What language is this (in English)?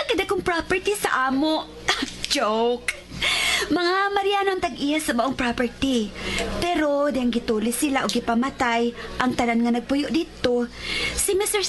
Cebuano